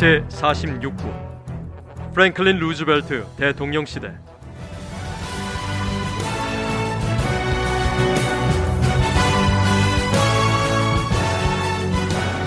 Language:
Korean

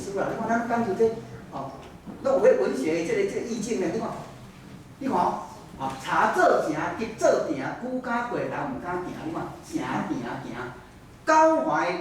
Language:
Min Nan Chinese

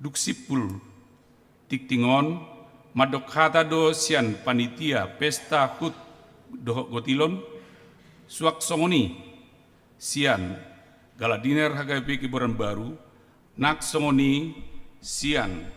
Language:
Batak Toba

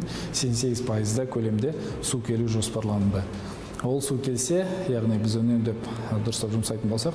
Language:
Kazakh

